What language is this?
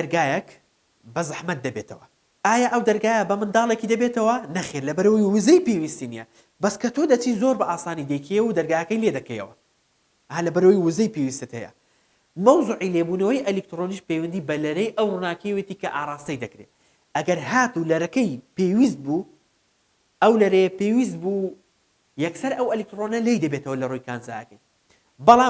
Central Kurdish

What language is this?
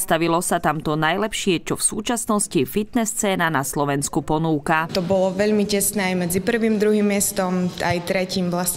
Slovak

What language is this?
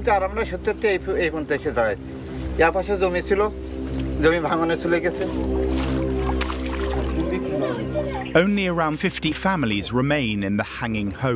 Bangla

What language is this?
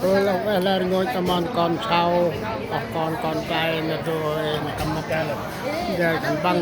Central Mnong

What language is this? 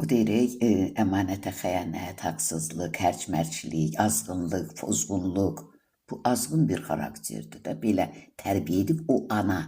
Azerbaijani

